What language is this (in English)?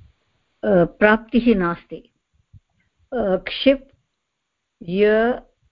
Sanskrit